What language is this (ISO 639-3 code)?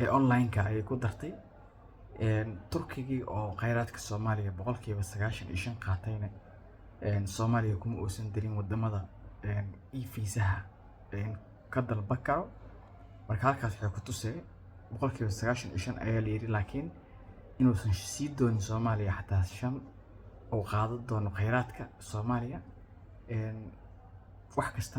som